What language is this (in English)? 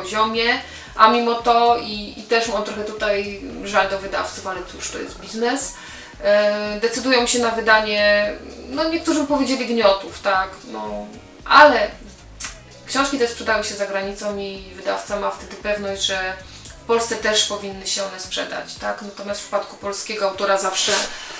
Polish